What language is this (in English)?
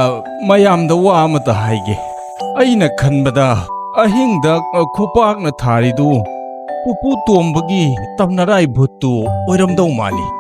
Manipuri